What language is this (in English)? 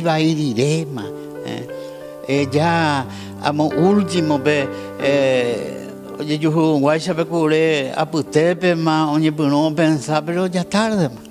Guarani